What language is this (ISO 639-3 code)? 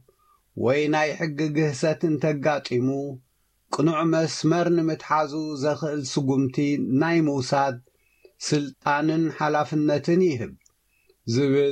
tir